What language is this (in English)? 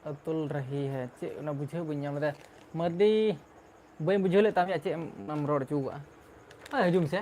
Santali